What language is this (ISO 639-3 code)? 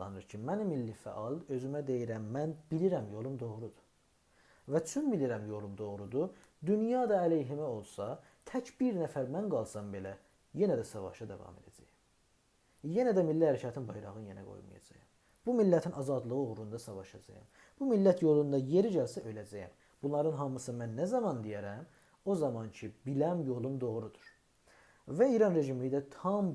azb